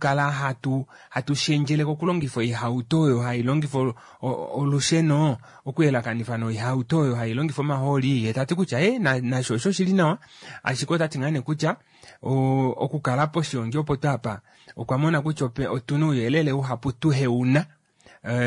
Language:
Kuanyama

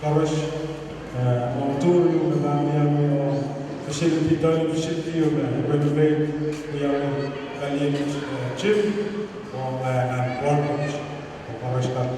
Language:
Pohnpeian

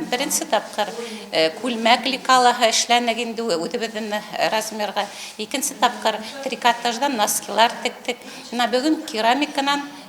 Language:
Bashkir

